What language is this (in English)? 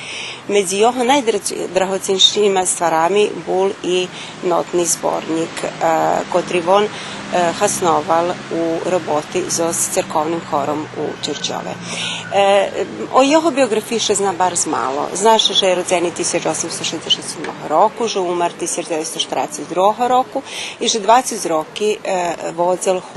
Rusyn